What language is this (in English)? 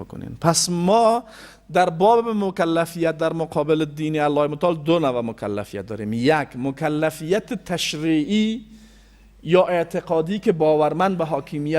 Persian